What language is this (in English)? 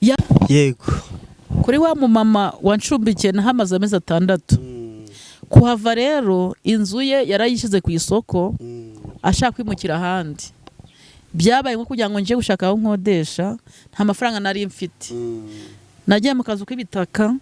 Kinyarwanda